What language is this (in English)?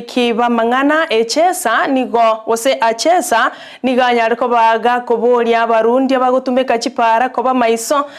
Gusii